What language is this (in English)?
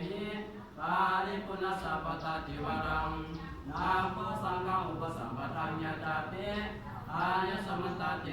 Pali